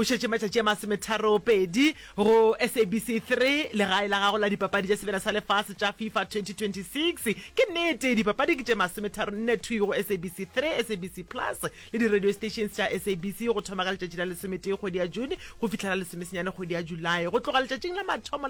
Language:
Northern Sotho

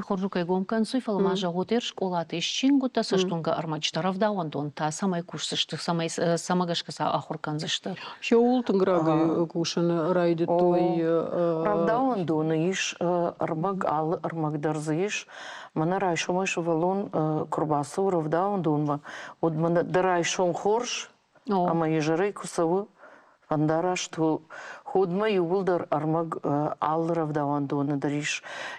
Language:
Ossetic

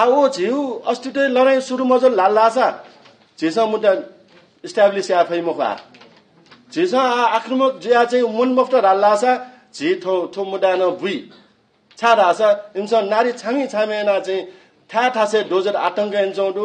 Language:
Newari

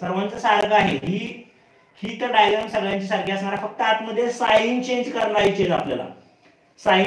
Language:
Marathi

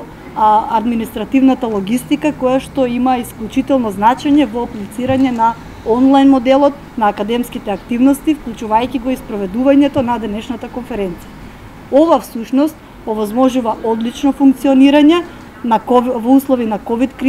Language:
Macedonian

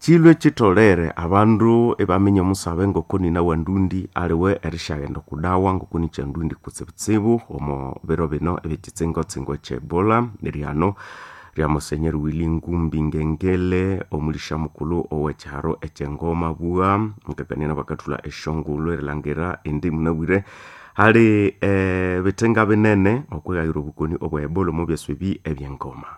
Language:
Nande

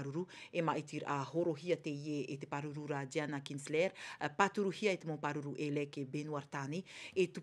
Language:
Tahitian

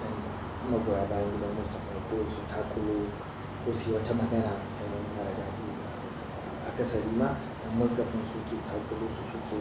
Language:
Hausa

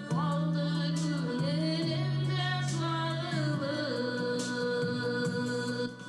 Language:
Bashkir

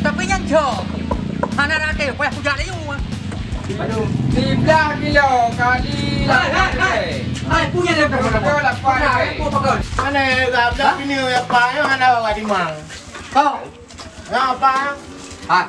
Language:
Achinese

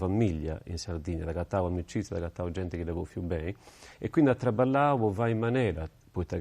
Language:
Sardinian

